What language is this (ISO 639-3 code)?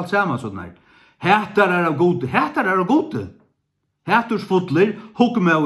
fao